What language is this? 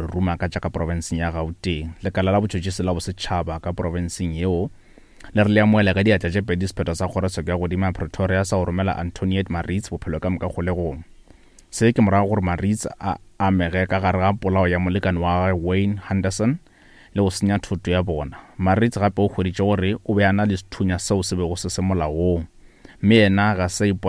Northern Sotho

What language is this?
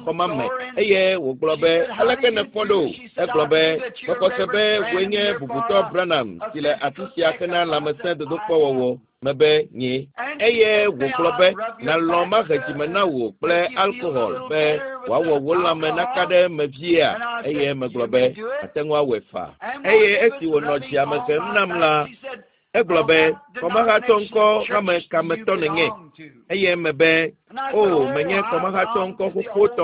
Ewe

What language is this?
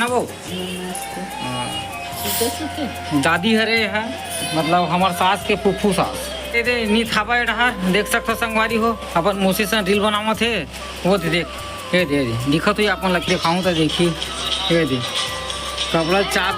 Chhattisgarhi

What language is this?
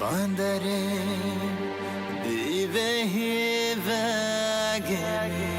Divehi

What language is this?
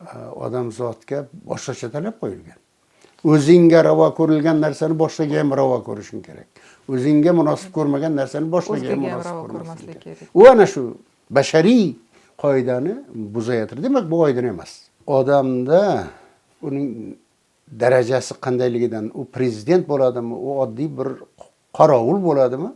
Uzbek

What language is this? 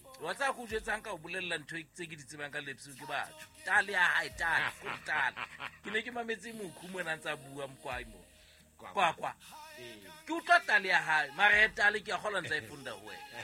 Southern Sotho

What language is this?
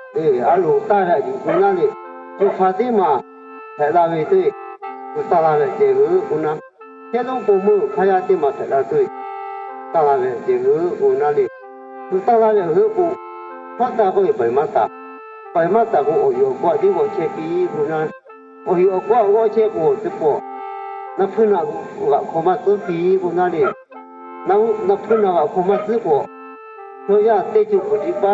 Lahu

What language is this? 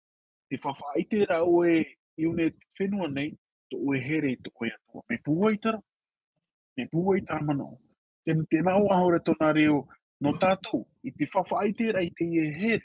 Tahitian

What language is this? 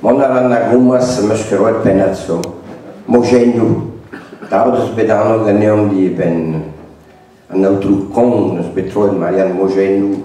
Breton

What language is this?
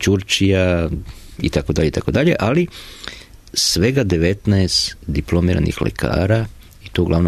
Serbian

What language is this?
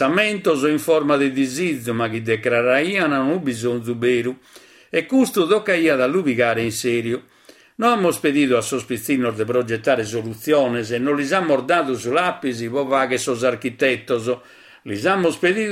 Sardinian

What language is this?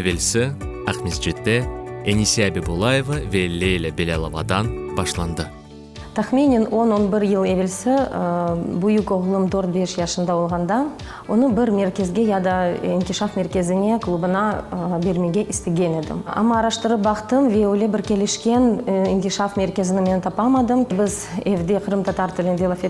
Crimean Tatar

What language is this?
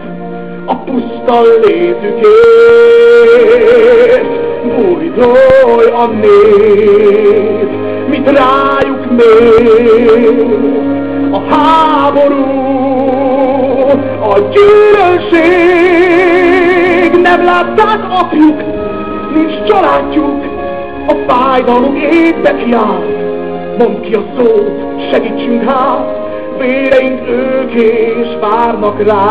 Hungarian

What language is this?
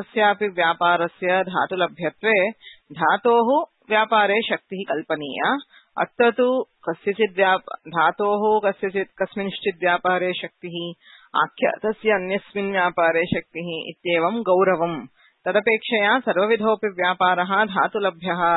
Sanskrit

